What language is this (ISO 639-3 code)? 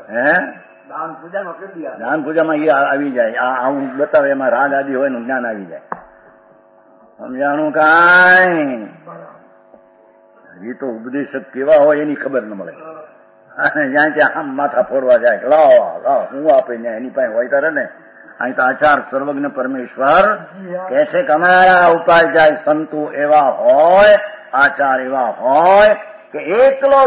guj